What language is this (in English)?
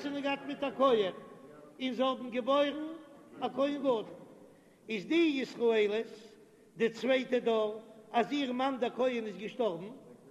Yiddish